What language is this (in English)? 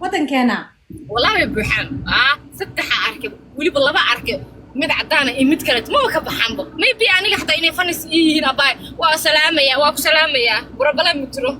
Somali